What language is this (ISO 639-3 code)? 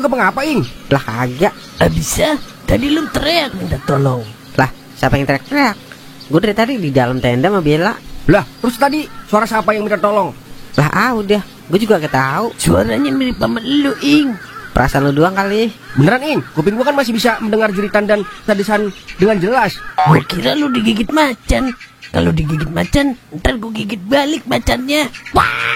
bew